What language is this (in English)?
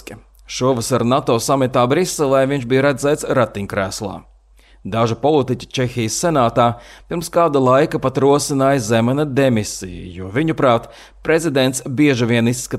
Latvian